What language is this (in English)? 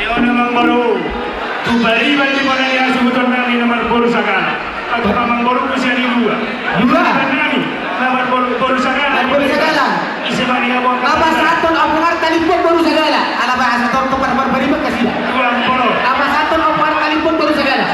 Batak Toba